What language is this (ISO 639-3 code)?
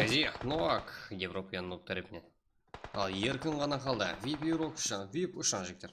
kaa